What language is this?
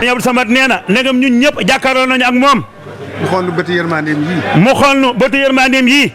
Wolof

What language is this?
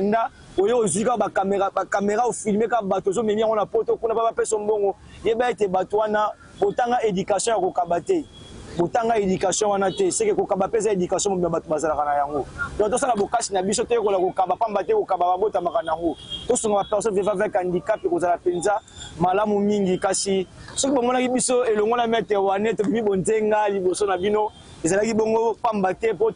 Lingala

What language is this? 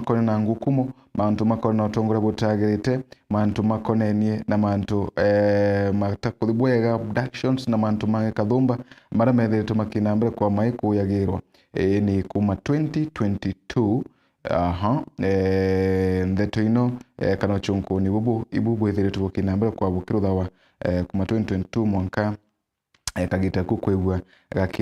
Meru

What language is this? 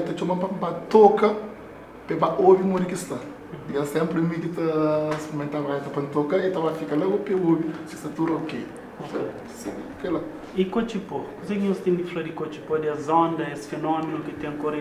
Kabuverdianu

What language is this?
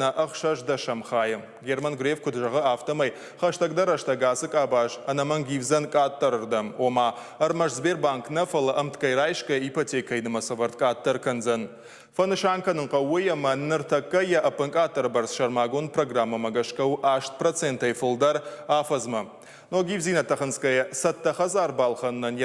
Ossetic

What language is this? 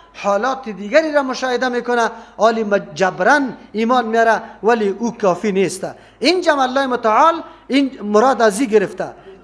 Persian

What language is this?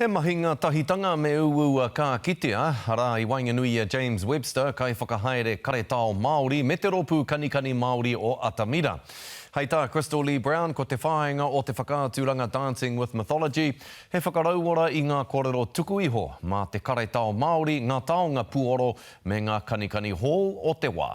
Māori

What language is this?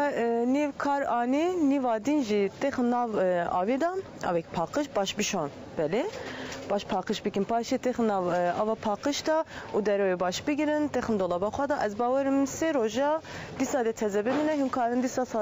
Kurdish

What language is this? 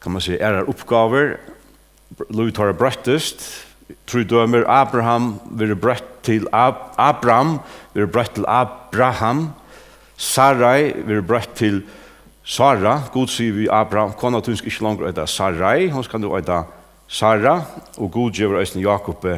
Faroese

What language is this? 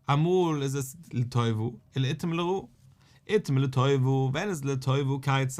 Yiddish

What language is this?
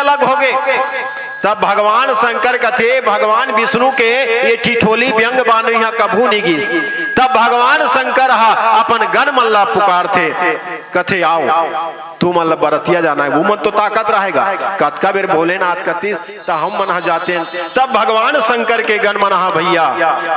Chhattisgarhi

